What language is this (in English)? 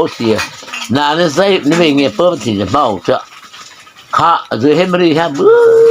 Mara Chin